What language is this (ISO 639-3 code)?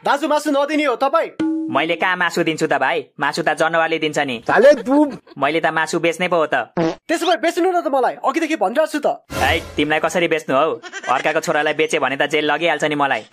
nep